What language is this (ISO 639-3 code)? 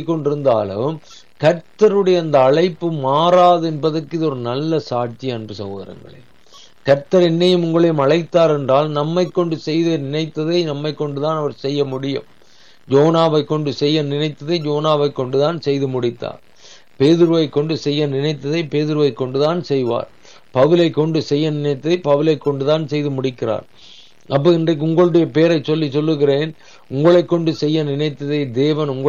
tam